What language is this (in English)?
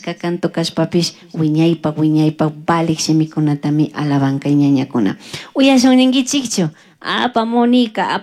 Chimborazo Highland Quichua